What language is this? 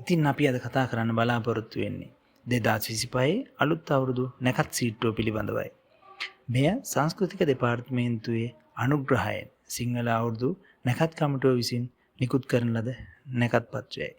Sinhala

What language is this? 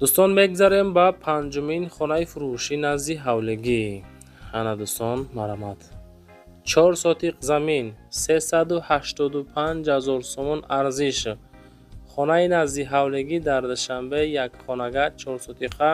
Tajik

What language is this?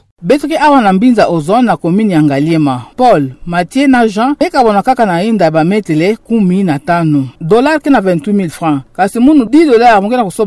Kituba (Democratic Republic of Congo)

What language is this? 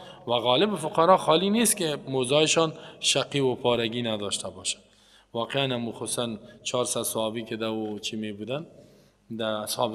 Persian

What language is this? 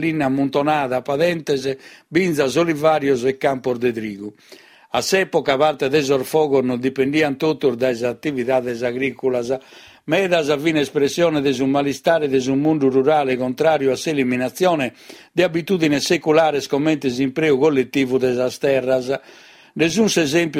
Sardinian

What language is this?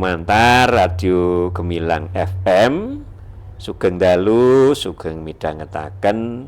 Javanese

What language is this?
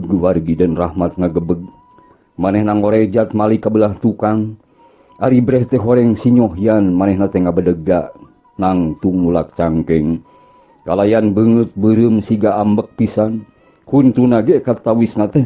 Sundanese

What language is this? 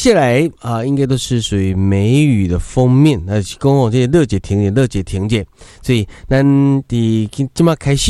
Min Nan Chinese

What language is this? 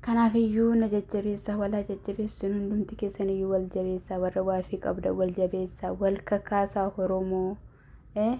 Oromo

